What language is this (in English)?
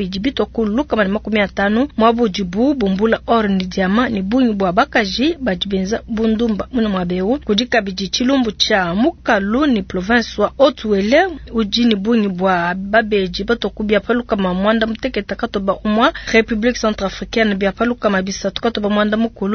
Luba-Lulua